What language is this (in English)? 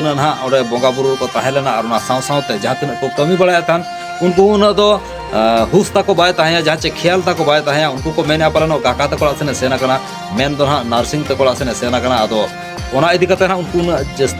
Santali